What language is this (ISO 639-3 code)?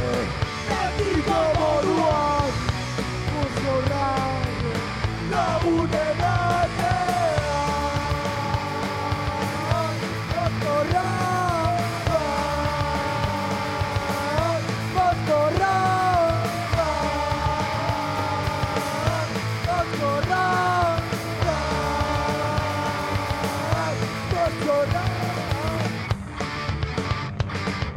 eus